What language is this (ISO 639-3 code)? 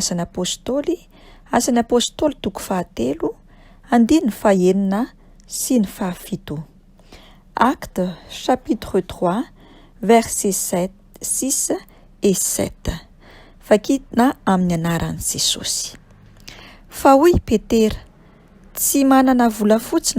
mlg